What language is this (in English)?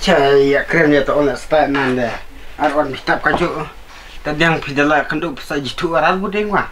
Khasi